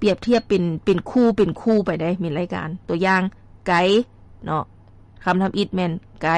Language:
Lao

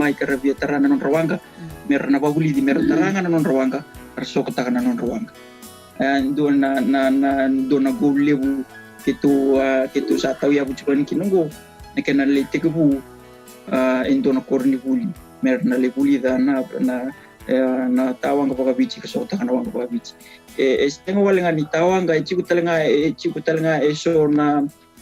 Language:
Fijian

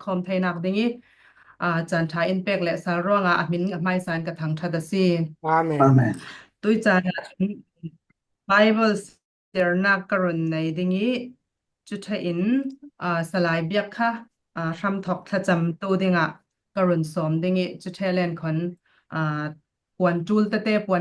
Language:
Falam Chin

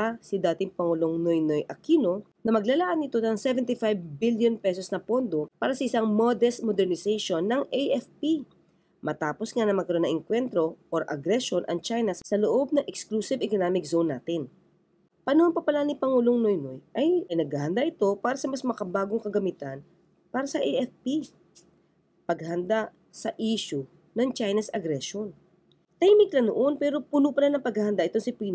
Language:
Filipino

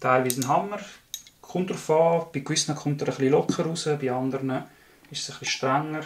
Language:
Swiss German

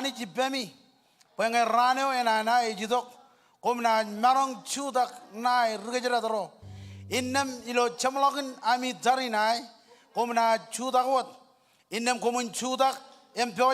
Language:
Marshallese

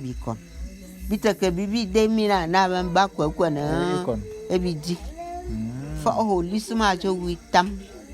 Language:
Bulu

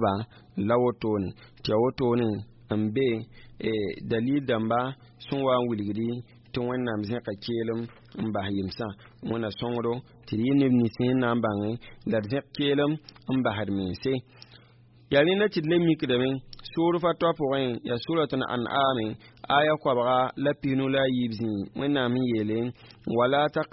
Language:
Mossi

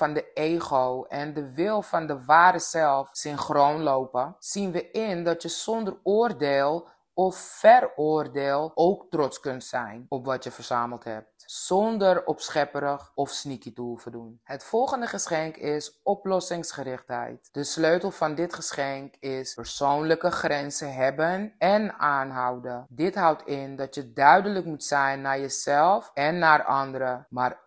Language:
Dutch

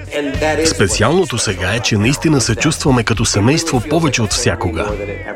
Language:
Bulgarian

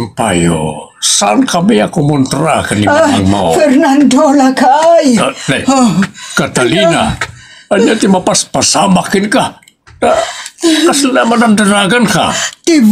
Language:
Iloko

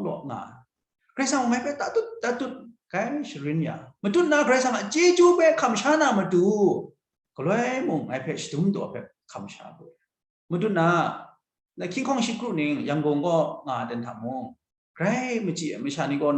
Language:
Kachin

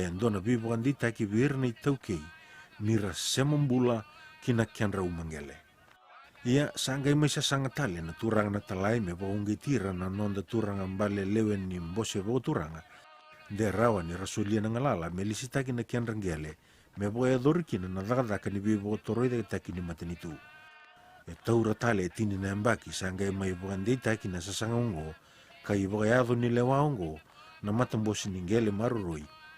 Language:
Fijian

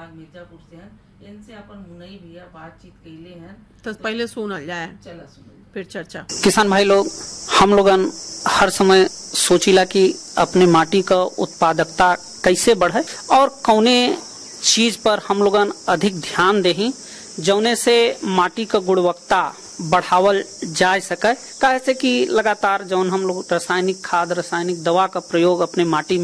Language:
Bhojpuri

